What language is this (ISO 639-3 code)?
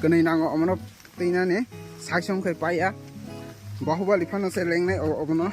trp